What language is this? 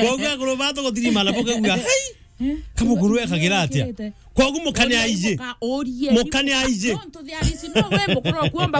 Meru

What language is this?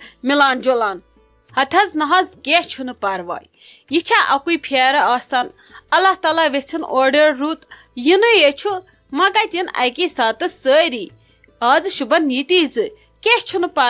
Kashmiri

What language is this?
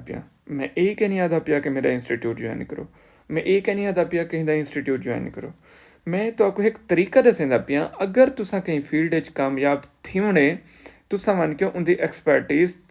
Saraiki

